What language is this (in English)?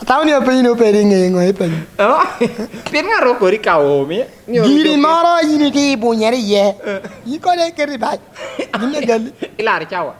Lango (Uganda)